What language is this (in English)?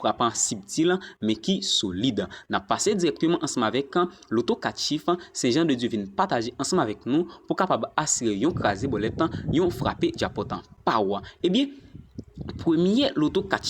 Haitian Creole